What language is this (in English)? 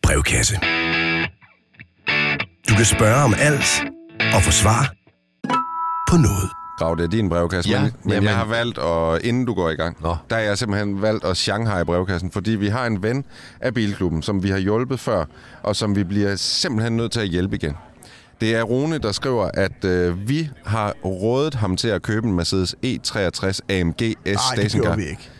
Danish